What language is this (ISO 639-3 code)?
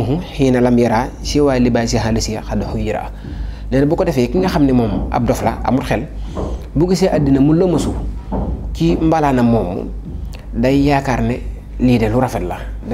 wol